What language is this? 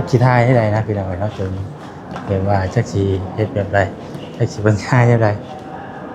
Lao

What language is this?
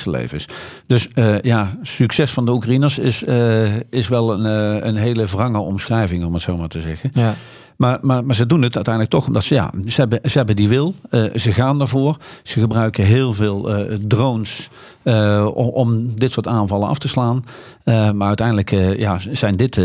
Dutch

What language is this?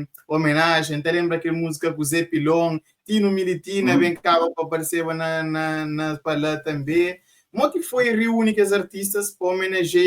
Kabuverdianu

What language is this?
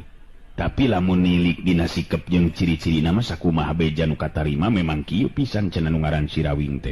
Sundanese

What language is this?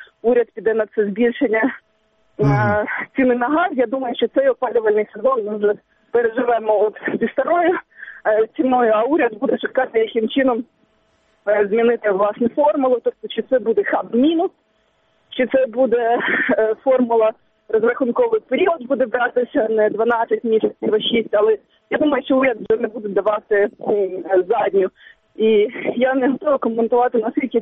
Ukrainian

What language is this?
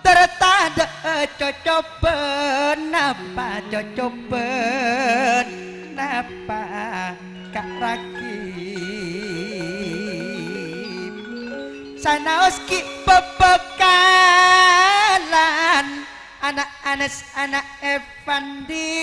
Madurese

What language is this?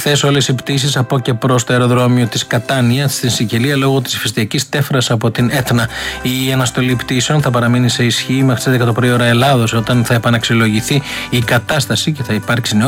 Greek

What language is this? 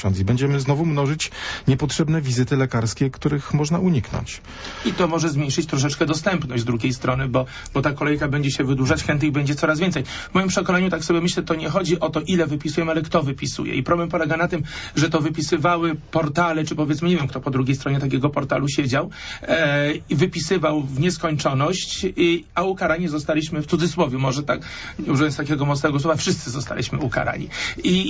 Polish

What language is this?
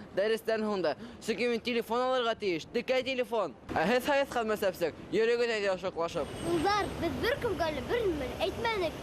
Bashkir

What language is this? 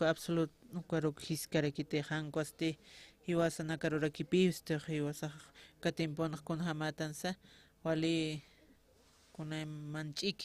Aymara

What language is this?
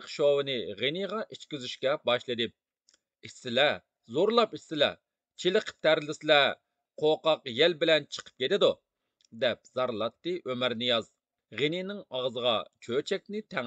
Uyghur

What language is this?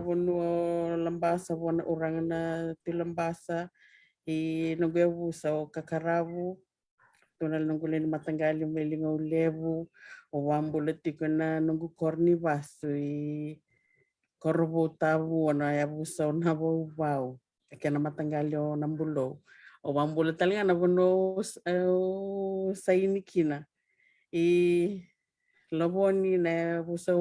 Fijian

